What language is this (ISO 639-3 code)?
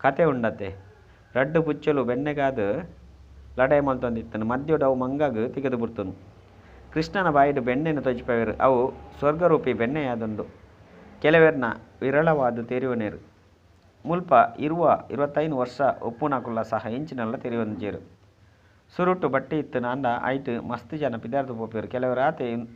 tcy